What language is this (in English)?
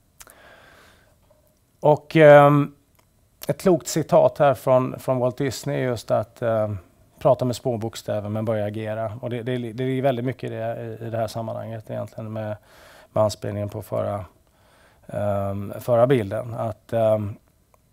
Swedish